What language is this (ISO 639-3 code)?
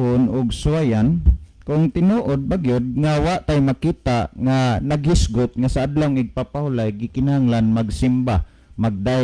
ceb